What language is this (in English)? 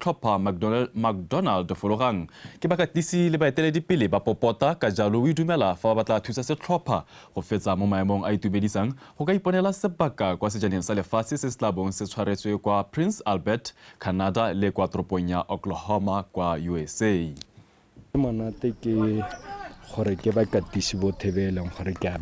Tswana